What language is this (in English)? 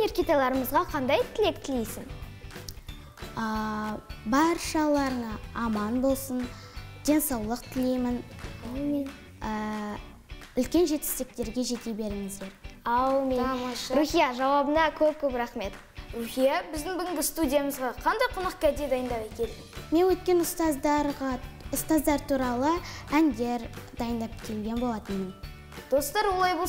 Kazakh